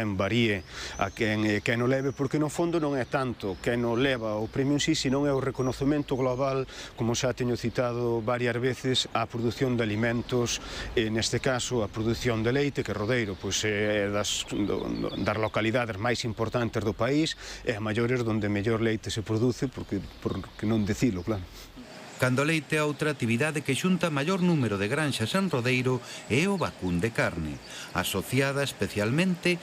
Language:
Galician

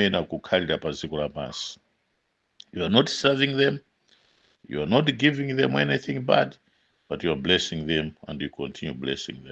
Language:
Nyanja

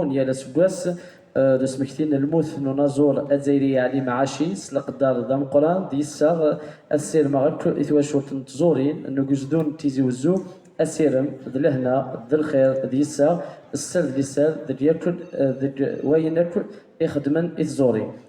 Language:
Kabyle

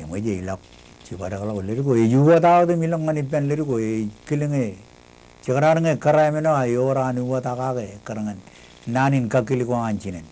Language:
Marshallese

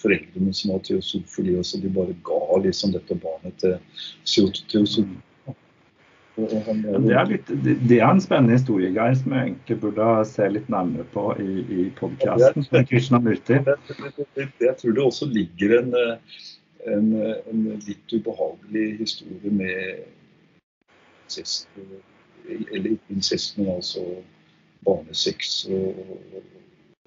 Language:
Norwegian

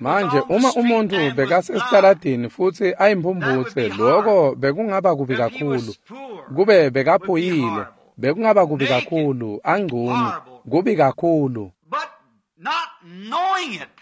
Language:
Swati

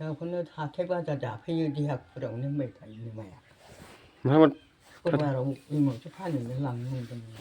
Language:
Bodo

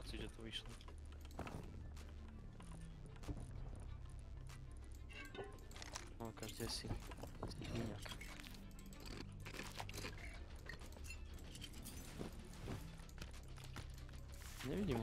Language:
Slovak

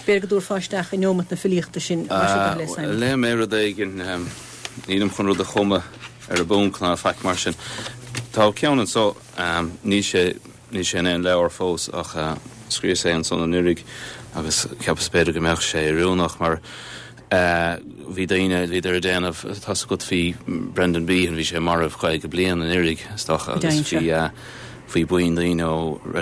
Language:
Irish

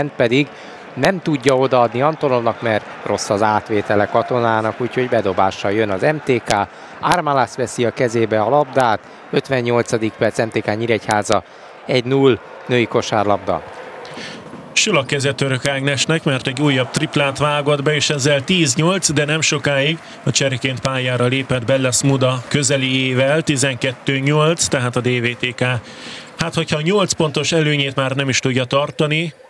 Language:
Hungarian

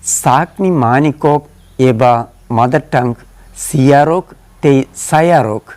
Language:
Kok Borok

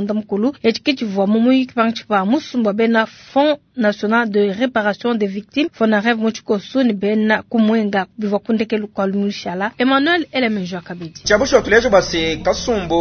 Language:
Luba-Lulua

